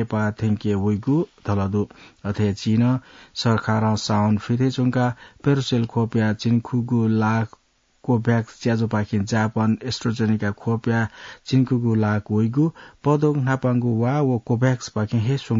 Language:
Newari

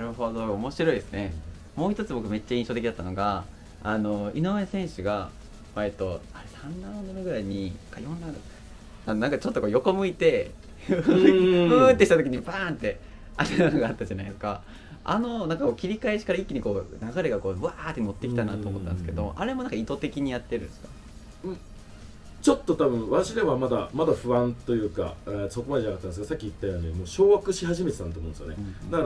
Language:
Japanese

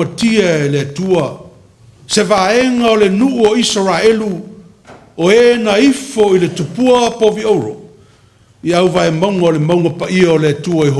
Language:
Samoan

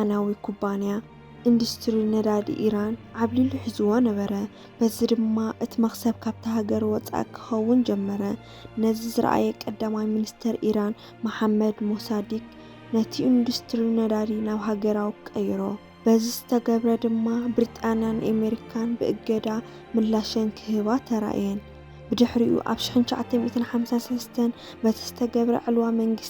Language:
Tigrinya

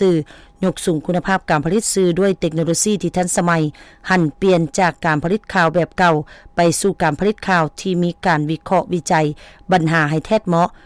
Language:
Lao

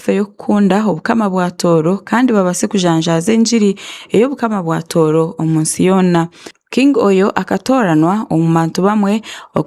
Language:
Tooro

